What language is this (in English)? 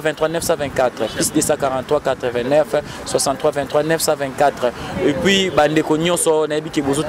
Lingala